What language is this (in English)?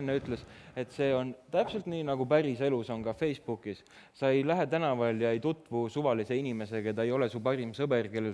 Estonian